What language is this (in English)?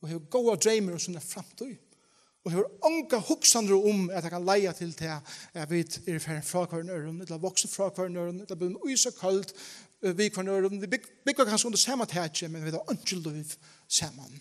Faroese